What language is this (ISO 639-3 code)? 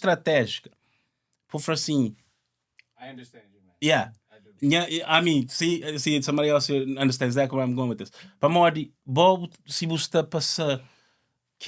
kea